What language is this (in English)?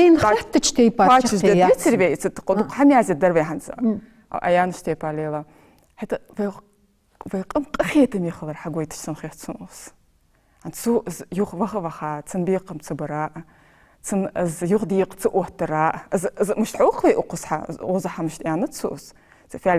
Ingush